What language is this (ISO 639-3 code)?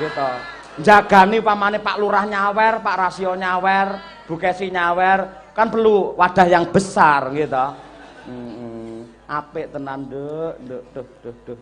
jav